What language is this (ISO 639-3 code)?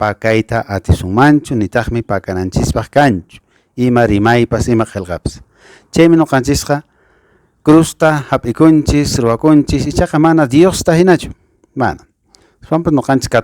que